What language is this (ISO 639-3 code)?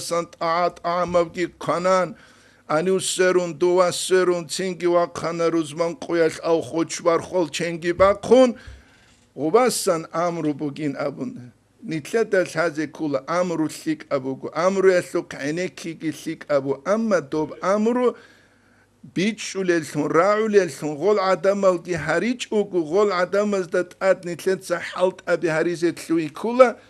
ava